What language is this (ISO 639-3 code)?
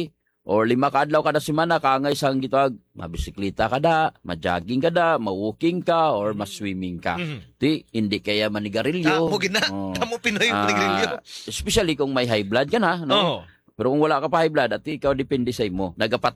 hil